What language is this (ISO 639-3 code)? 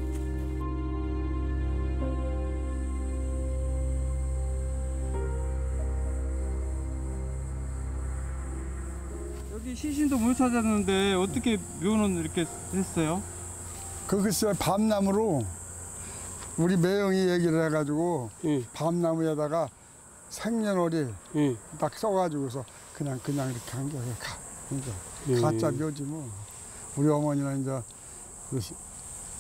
kor